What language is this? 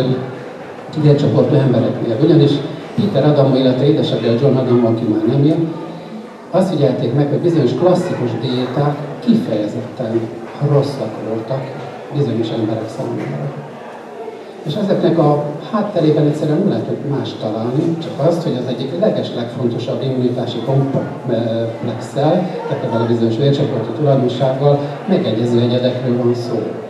Hungarian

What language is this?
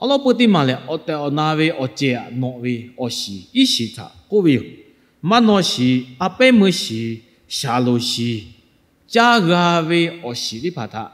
Lahu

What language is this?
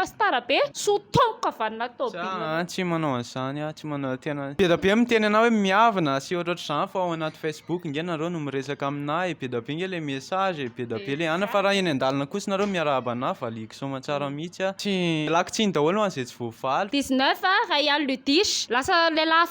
Malagasy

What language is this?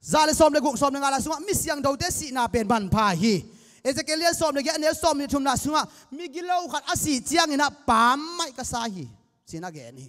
Tedim Chin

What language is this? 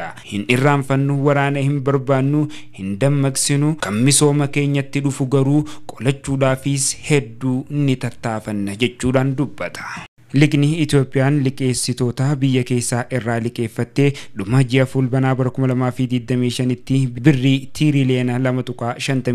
Oromo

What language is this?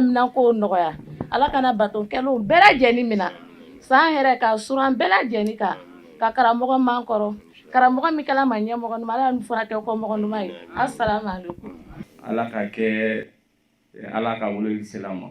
Bambara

